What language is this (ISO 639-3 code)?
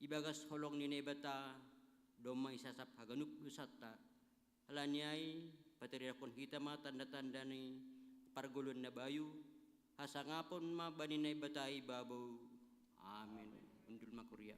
bts